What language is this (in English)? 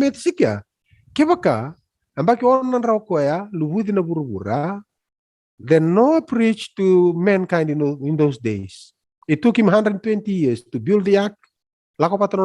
Fijian